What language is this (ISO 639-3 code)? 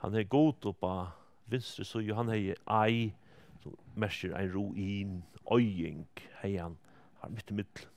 fao